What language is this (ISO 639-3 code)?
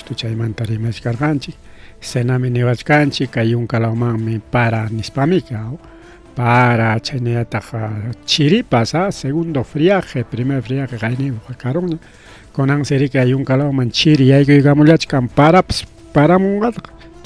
quy